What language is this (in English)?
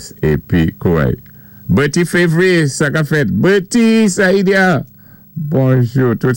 Saint Lucian Creole French